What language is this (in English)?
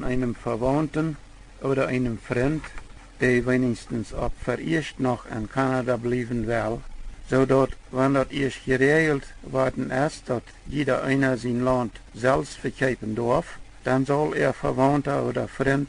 Plautdietsch